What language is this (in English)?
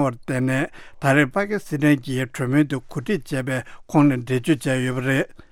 Tibetan